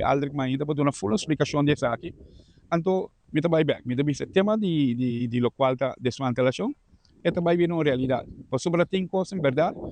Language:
Papiamento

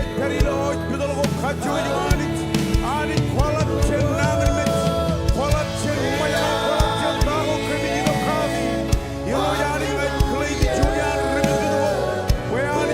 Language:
Marshallese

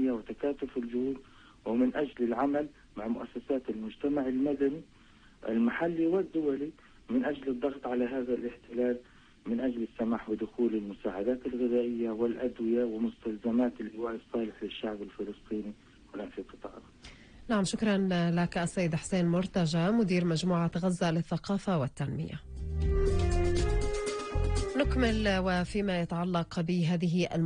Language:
Arabic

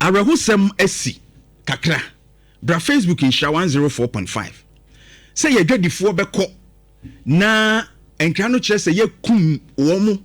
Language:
Akan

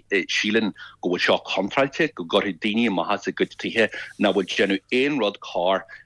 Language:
Irish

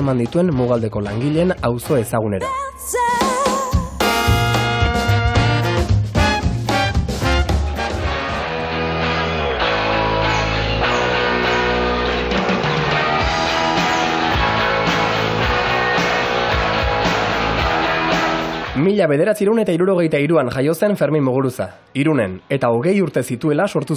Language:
Basque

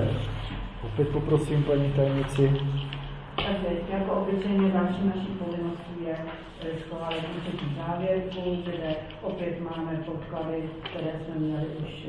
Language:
Czech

